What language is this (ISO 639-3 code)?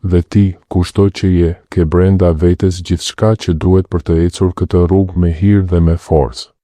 sqi